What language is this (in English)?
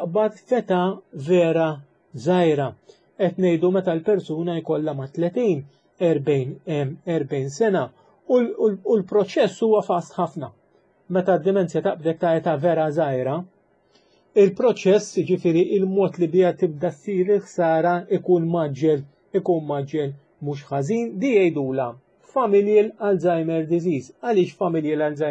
Maltese